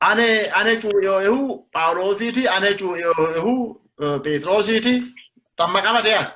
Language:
Sidamo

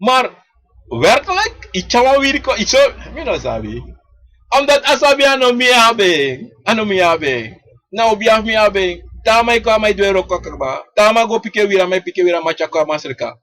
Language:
Sranan Tongo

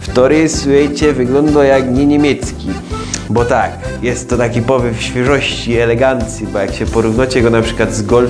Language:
Silesian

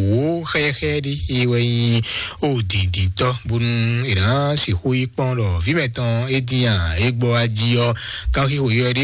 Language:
Fon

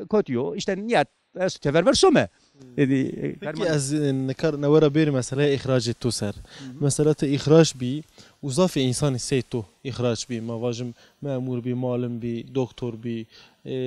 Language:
Zaza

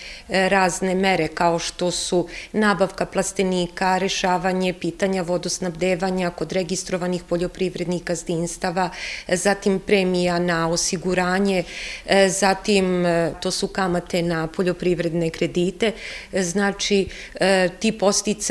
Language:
Serbian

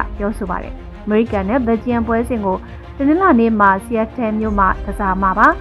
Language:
Burmese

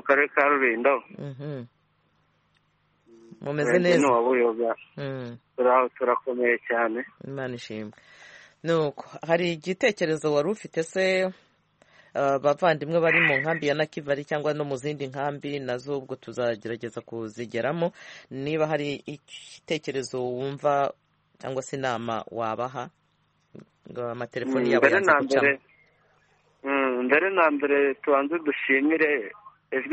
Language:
Kinyarwanda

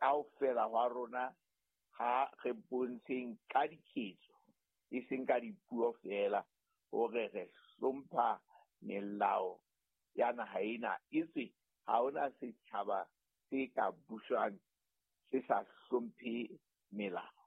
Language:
Southern Sotho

